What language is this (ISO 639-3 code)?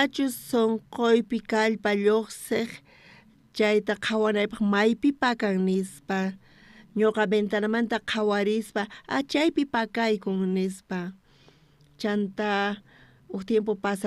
quh